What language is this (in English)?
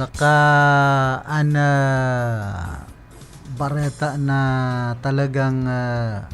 Bikol